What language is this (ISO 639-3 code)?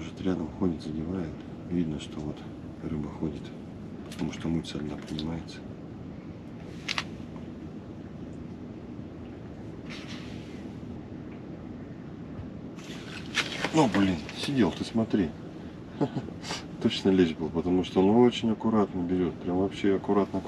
rus